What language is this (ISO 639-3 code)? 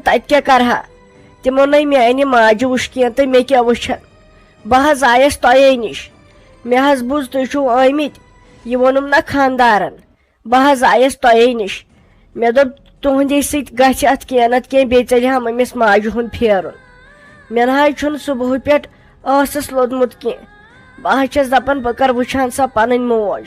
kas